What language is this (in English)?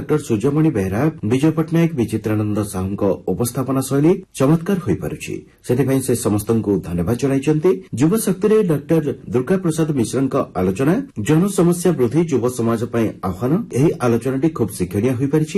Odia